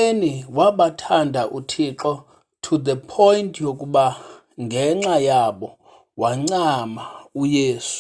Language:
Xhosa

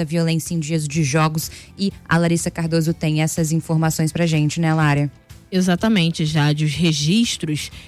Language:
Portuguese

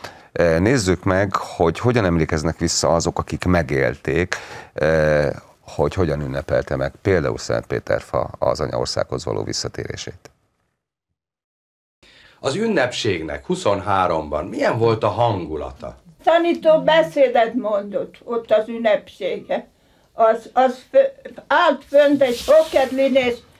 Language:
Hungarian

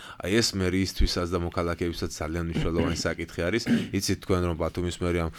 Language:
Georgian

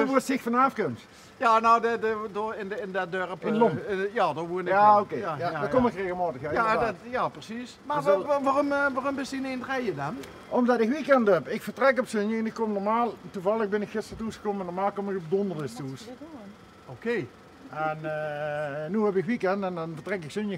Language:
Limburgish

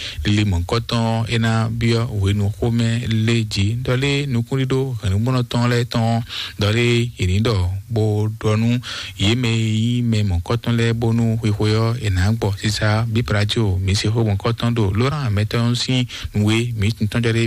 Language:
Fon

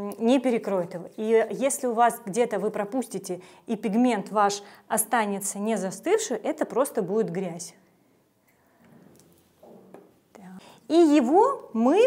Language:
Russian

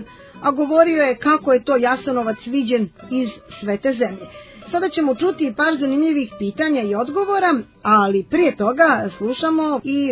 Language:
Croatian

